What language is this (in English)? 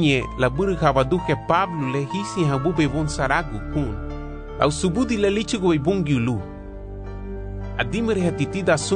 Garifuna